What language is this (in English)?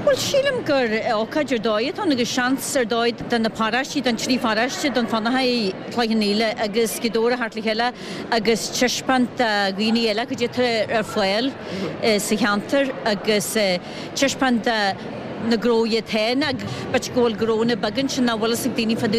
Irish